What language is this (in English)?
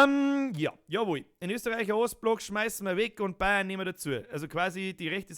Bavarian